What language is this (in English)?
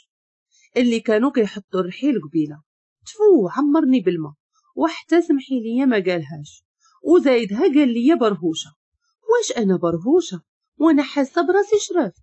Moroccan Arabic